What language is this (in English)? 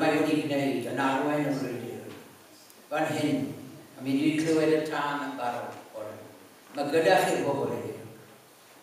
Welsh